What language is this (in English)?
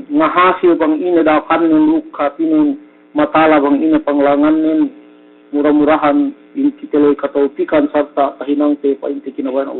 Yakan